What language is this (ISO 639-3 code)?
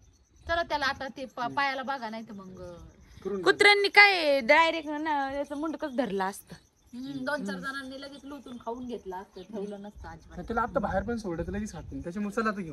mar